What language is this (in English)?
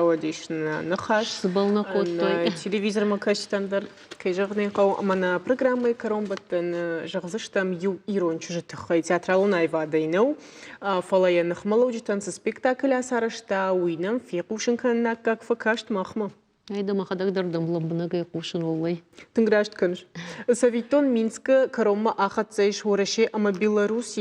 Ossetic